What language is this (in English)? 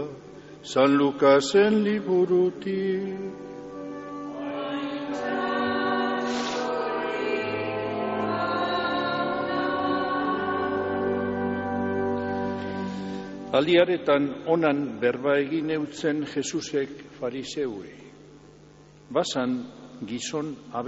Basque